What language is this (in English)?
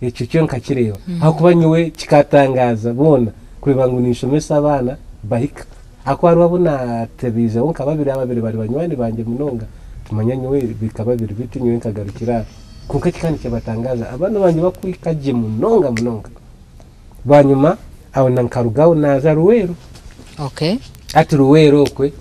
Nyankole